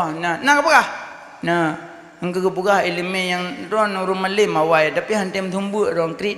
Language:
Achinese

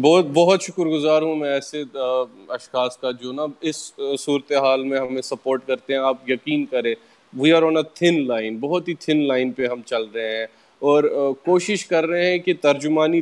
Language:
Urdu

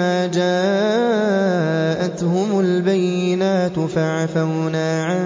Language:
Arabic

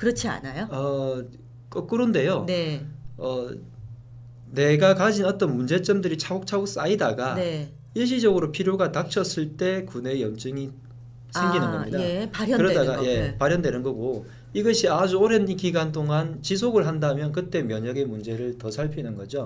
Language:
Korean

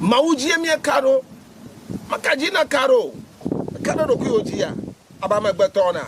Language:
Ewe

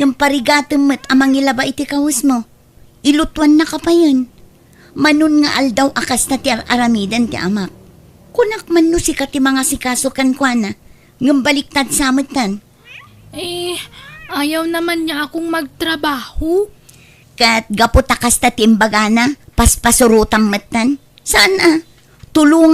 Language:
Iloko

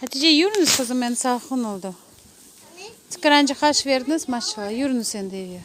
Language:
Crimean Tatar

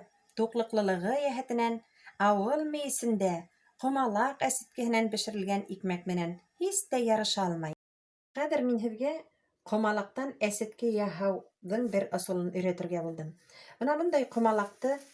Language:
Bashkir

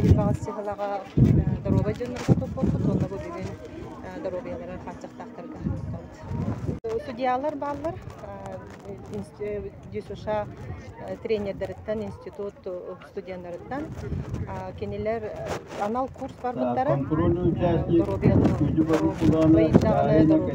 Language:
Yakut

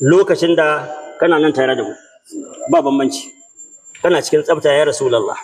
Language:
Hausa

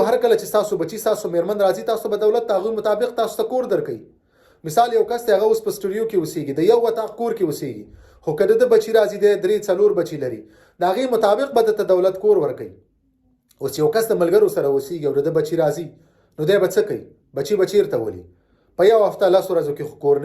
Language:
Pashto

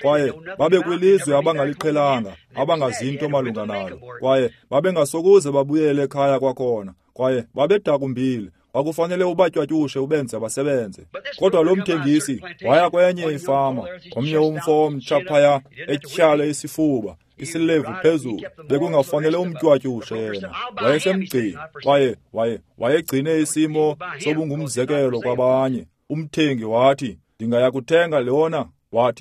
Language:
Xhosa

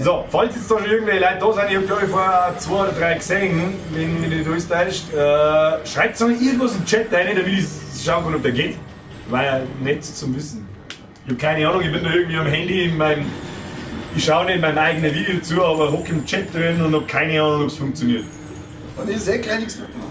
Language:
Bavarian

